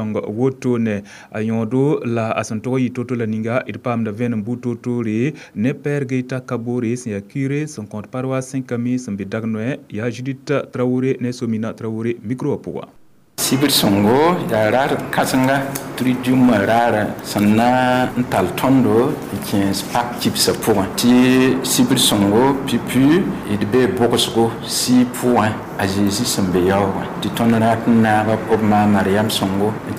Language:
Mossi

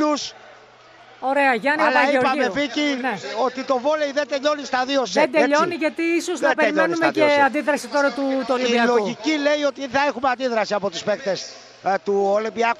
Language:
Greek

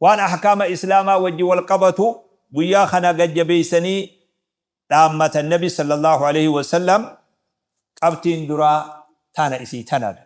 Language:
Oromo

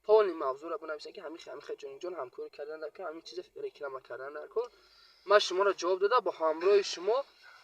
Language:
Tajik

